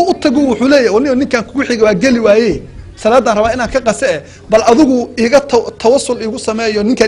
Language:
Somali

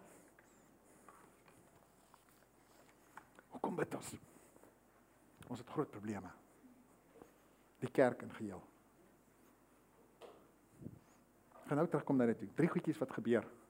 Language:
Afrikaans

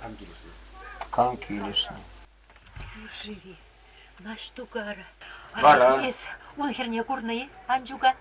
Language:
Chuvash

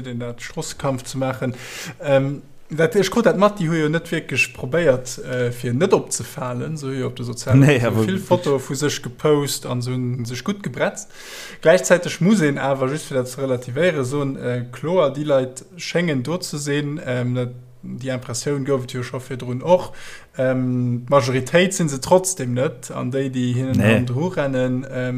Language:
Luxembourgish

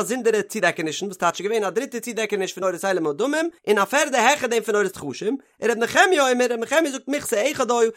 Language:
Yiddish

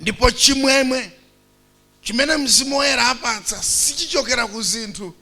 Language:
Nyanja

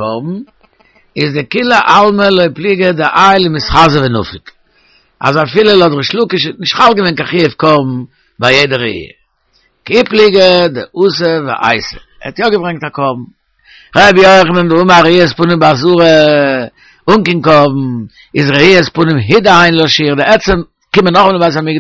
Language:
Yiddish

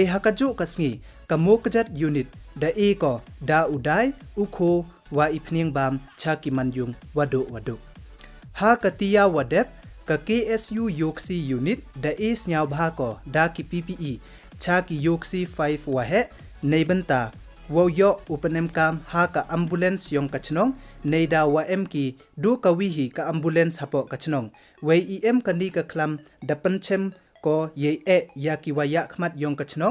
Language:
Pnar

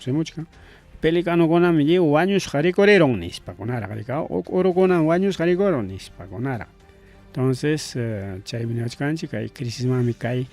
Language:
Ayacucho Quechua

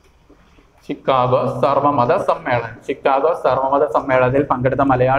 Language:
Malayalam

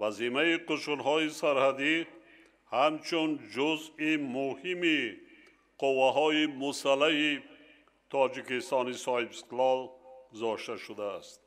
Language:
Tajik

